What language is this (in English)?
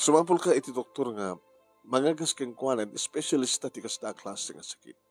Iloko